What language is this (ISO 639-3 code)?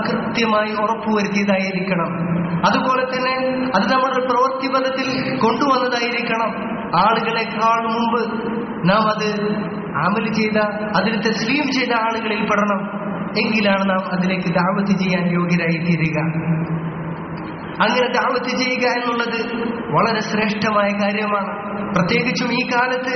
mal